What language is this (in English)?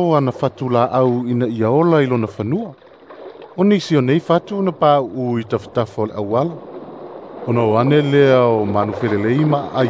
Samoan